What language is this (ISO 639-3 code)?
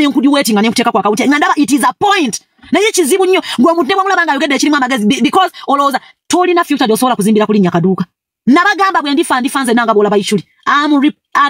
lug